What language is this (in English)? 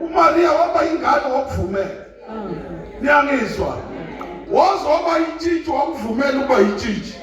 Zulu